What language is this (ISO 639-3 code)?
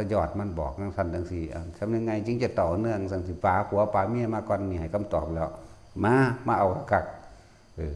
tts